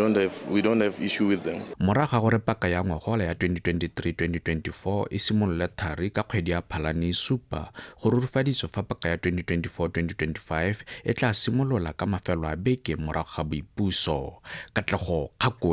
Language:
Tswana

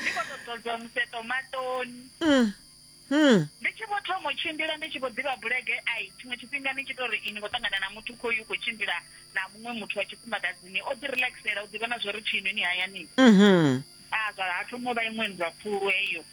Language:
Venda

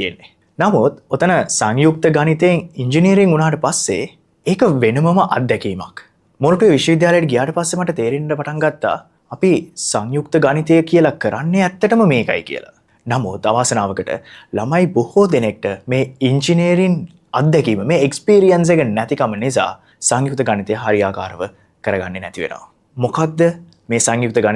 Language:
Sinhala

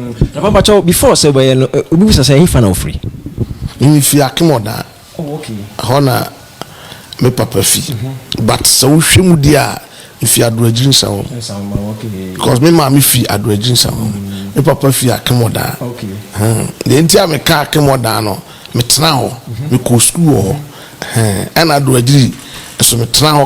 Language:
Akan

